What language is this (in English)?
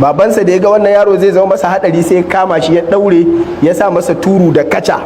Hausa